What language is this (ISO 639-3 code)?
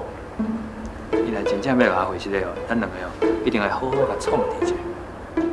nan